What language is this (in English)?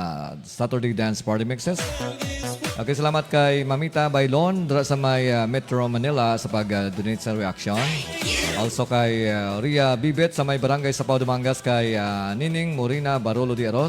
Hiligaynon